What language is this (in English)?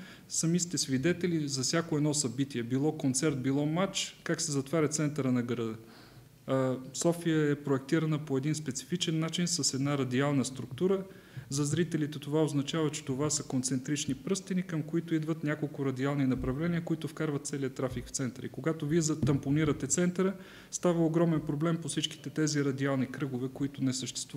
Bulgarian